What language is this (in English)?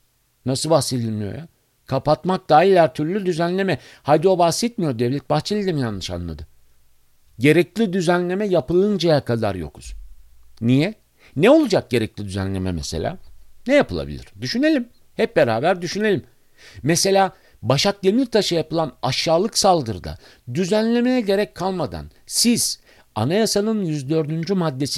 Turkish